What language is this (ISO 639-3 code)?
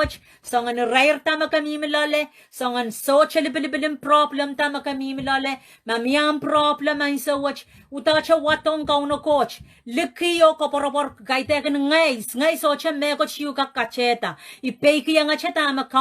pon